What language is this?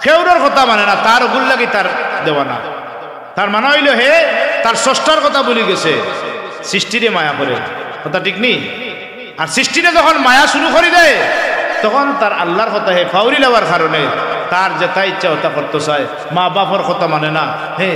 Sylheti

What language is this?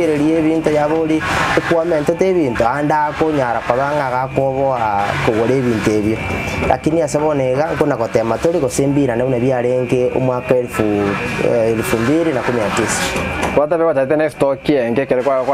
Gusii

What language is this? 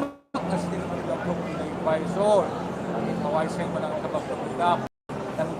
Manipuri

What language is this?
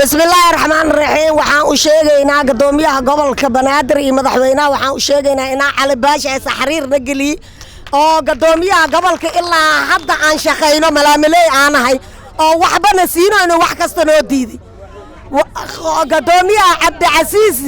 Somali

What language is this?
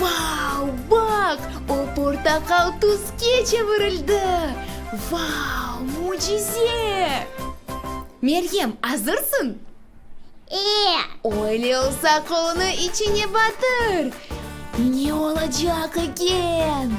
Crimean Tatar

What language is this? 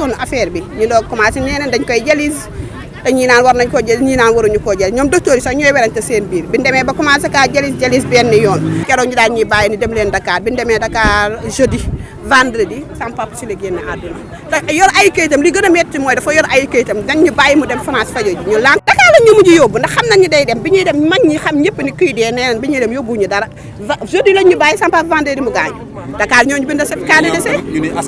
Wolof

